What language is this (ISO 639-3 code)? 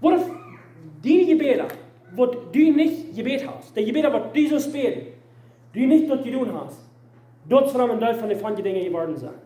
pdt